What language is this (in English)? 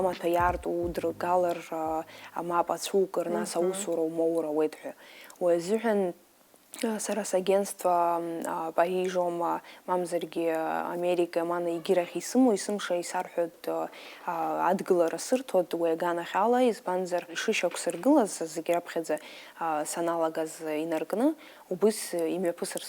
Abkhazian